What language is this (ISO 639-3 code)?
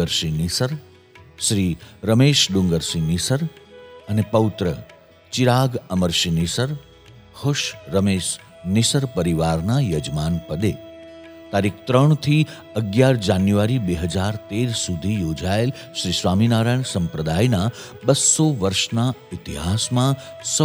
guj